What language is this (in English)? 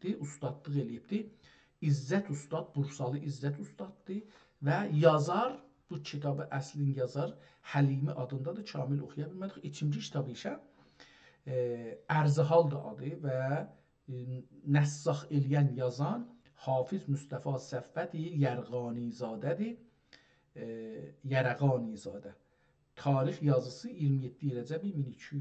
South Azerbaijani